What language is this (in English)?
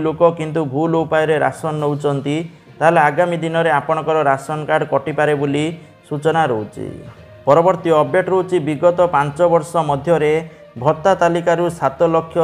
Odia